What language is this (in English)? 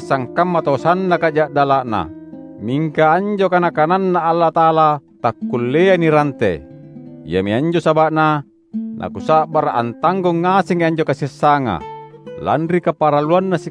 Makasar